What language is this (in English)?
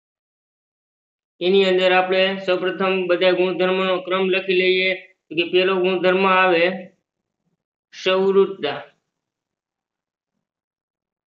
Gujarati